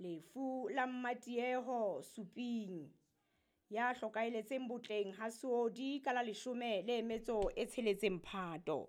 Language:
Southern Sotho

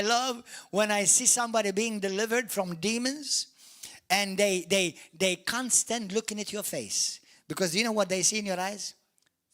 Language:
English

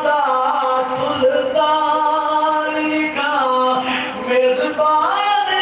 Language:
Saraiki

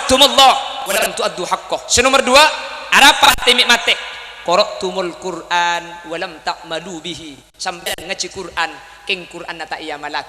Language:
Madurese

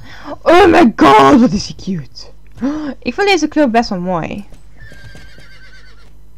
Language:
Dutch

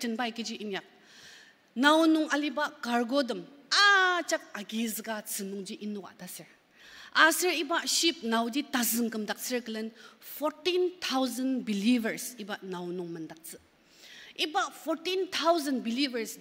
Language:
Ao Naga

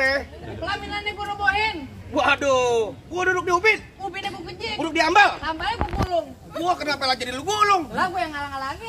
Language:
Betawi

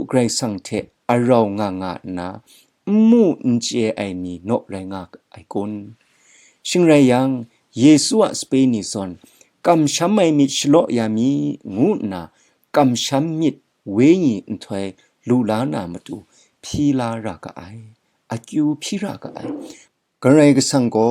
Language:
Kachin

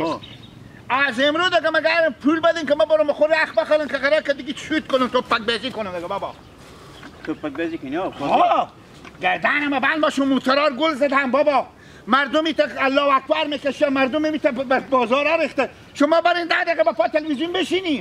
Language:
Hazaragi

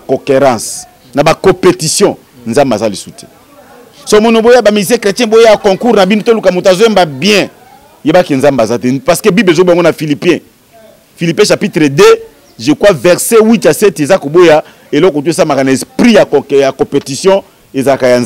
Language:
Lingala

